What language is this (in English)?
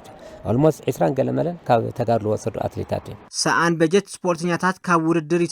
Tigrinya